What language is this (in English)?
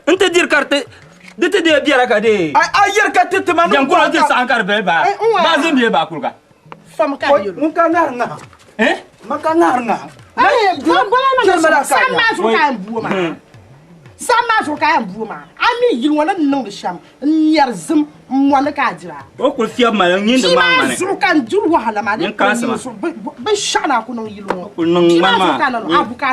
Dagbani